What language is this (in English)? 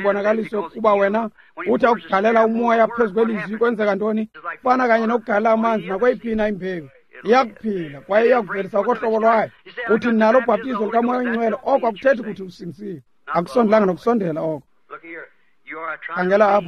Xhosa